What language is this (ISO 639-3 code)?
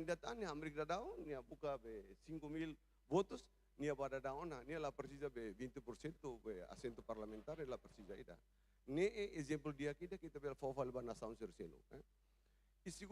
tet